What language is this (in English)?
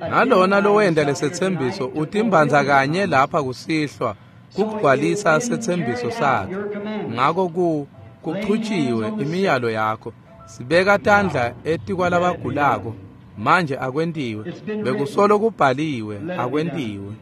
Swati